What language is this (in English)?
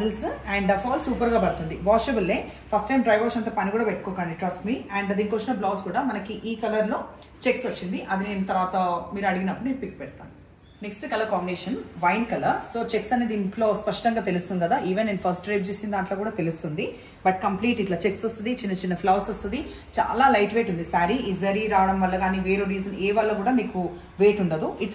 Telugu